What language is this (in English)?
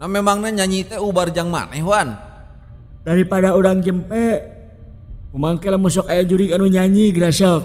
Sundanese